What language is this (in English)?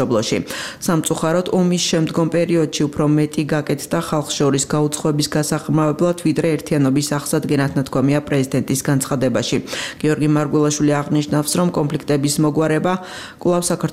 Georgian